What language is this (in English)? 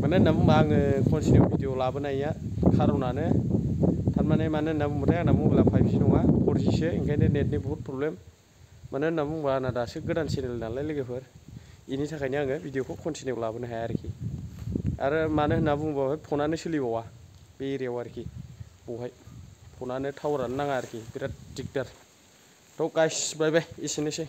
Bodo